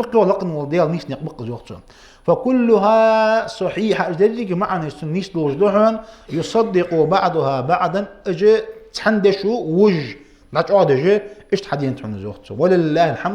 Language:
Ingush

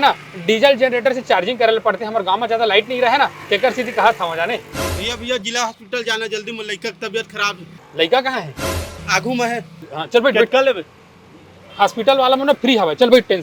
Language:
Chhattisgarhi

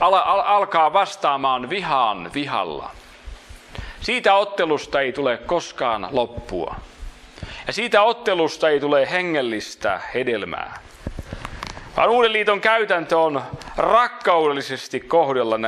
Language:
Finnish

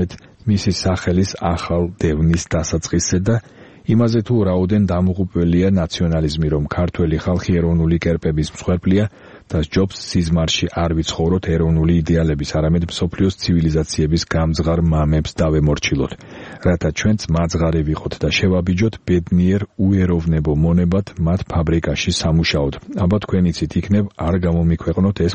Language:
Georgian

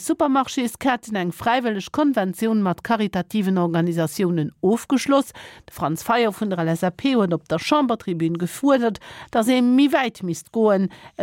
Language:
Luxembourgish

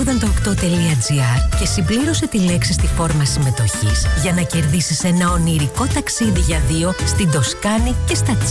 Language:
Greek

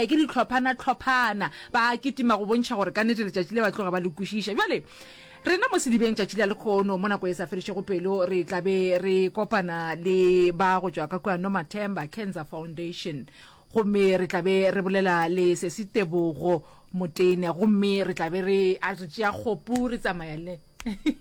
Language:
Northern Sotho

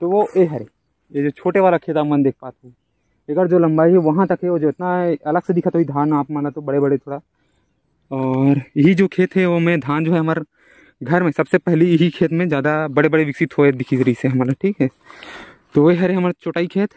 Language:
Chhattisgarhi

